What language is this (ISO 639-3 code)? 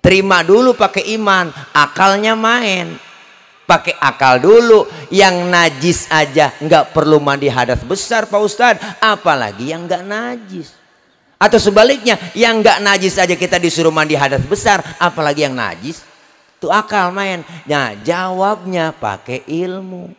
bew